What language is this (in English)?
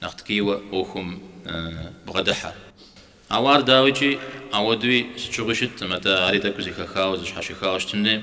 Kabardian